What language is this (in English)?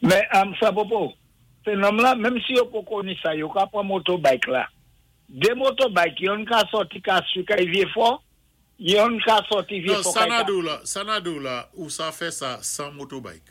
Saint Lucian Creole French